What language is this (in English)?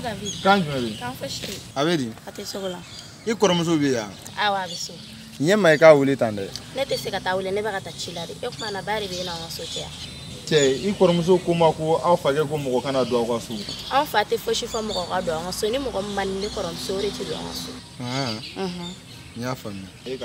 Bambara